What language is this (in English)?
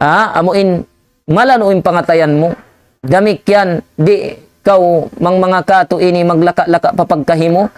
Tausug